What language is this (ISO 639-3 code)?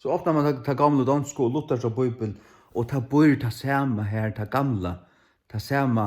fao